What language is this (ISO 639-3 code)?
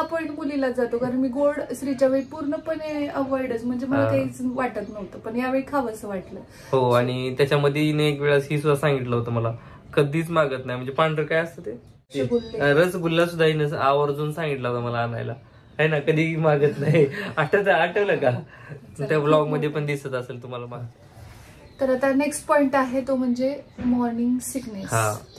mar